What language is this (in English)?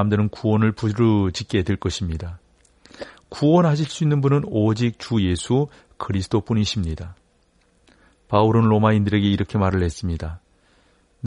Korean